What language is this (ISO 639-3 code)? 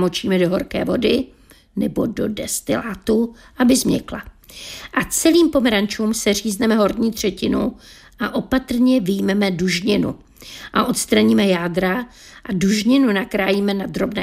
ces